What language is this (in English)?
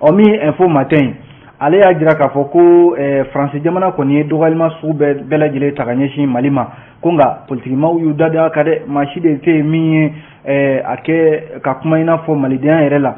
Bambara